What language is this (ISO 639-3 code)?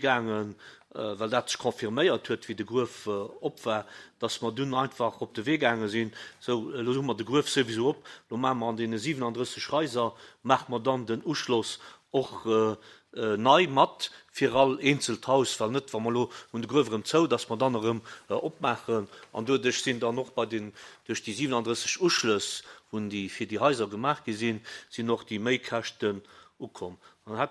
ltz